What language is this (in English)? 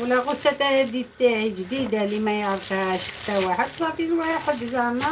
Algerian Arabic